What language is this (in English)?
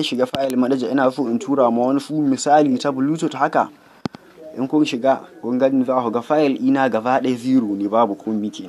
Hausa